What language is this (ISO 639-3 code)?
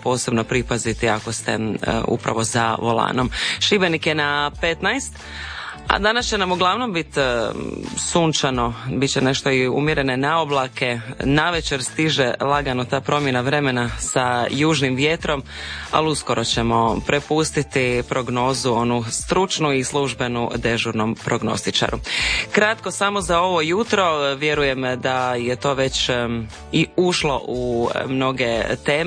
hrv